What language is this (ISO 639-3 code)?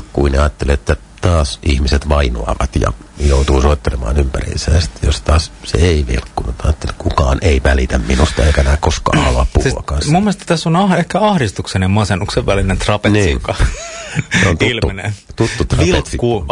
fin